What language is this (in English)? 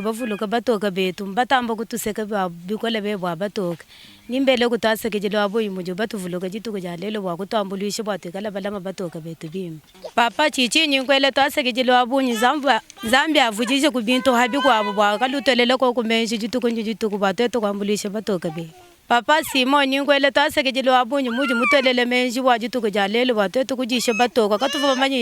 Luba-Lulua